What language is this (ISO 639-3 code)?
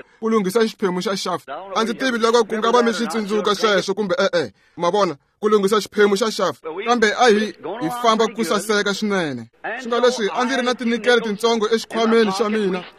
tso